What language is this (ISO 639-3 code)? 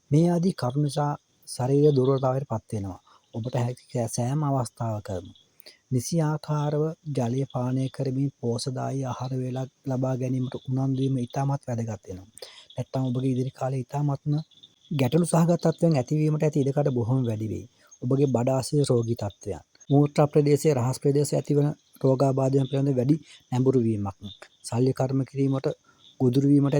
sin